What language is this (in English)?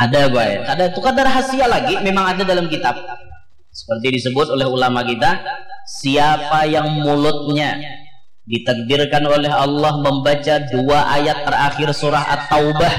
Banjar